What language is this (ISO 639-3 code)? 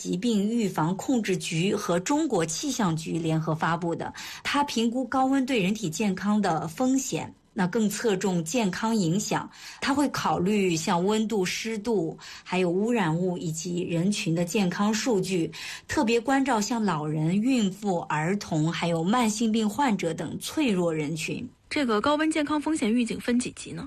zho